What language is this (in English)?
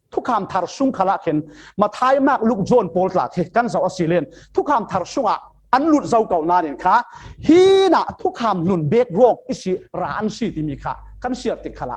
Falam Chin